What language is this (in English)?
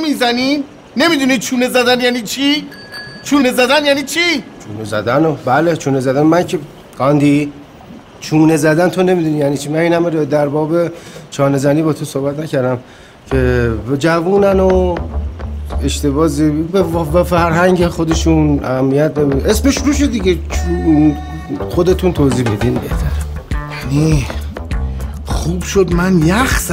Persian